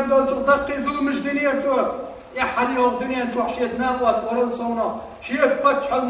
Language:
Chechen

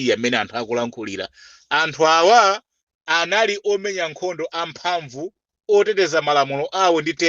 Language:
Nyanja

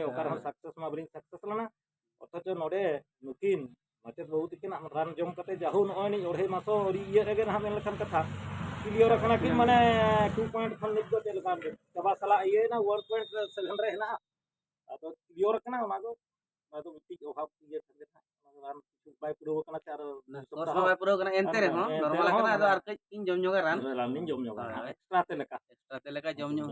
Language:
Santali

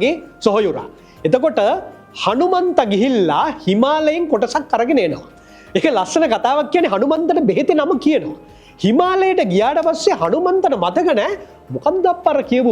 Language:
Sinhala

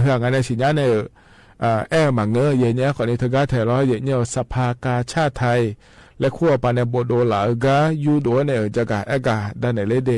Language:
Akha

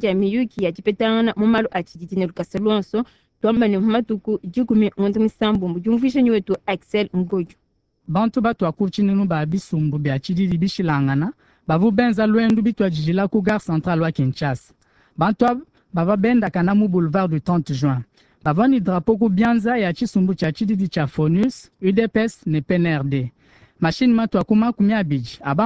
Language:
Luba-Lulua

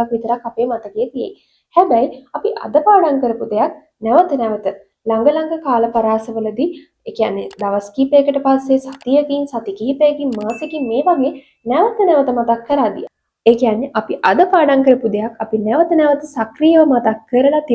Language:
Sinhala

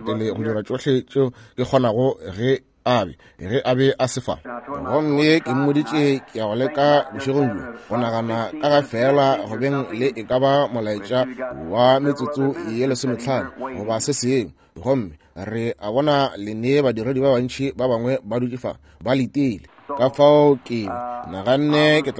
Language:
Northern Sotho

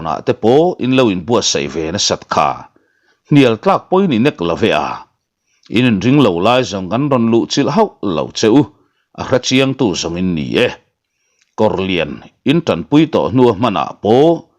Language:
Mizo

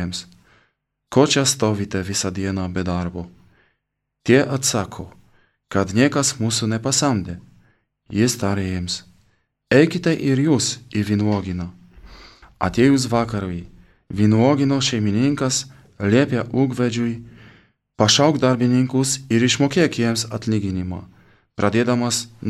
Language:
Lithuanian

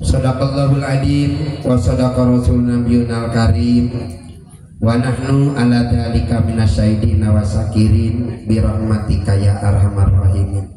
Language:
Sundanese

